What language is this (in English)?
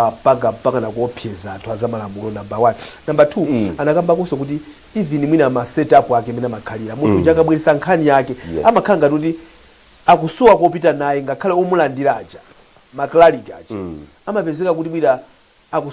Nyanja